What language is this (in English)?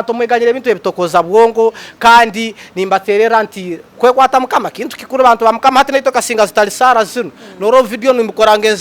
Nyankole